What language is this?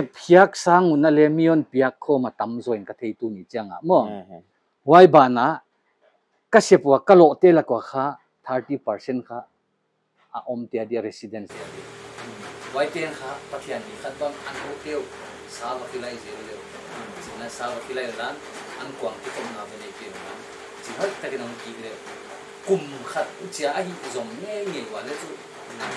Paite Chin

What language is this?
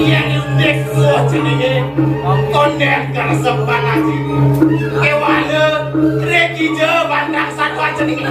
Balinese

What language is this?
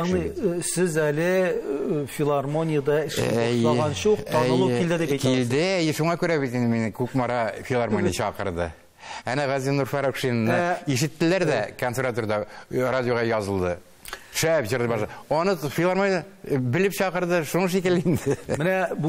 Tatar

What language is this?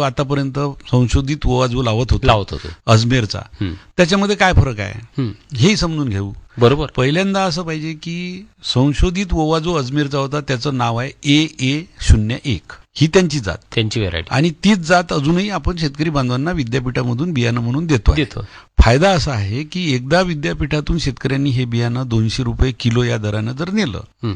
Marathi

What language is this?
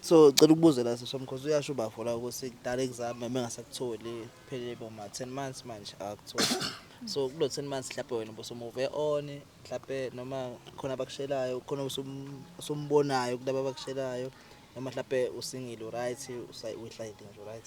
Zulu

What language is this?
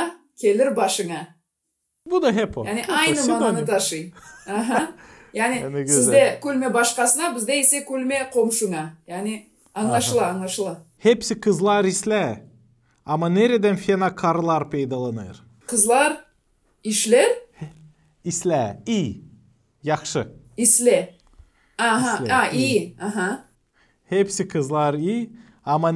Gagauz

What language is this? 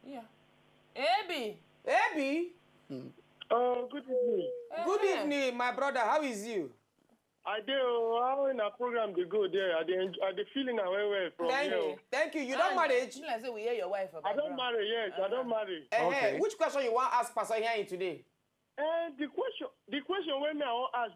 Nigerian Pidgin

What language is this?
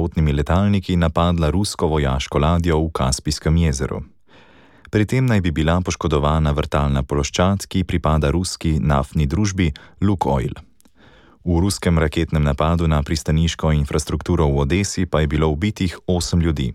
Slovenian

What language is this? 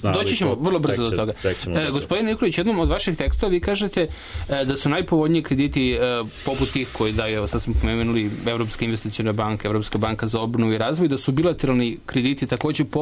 Serbian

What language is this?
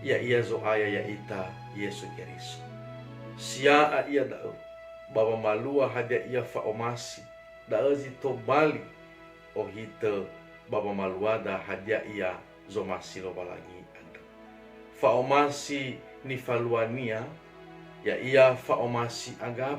Nias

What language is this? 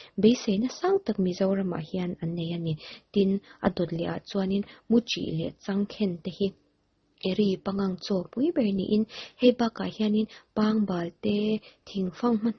Mizo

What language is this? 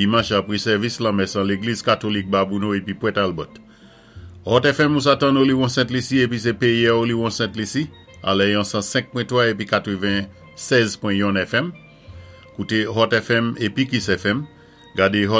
Saint Lucian Creole French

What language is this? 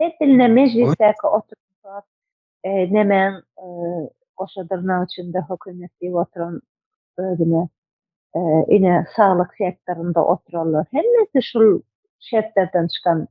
Turkmen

